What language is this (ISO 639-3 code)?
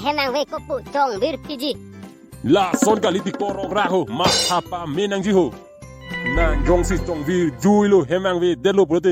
mjw